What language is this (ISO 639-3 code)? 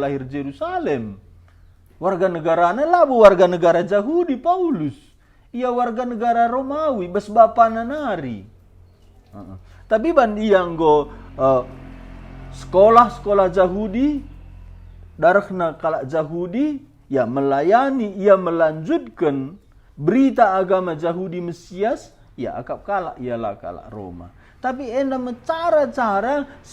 btx